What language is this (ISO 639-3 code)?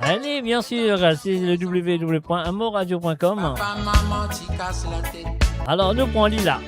mfe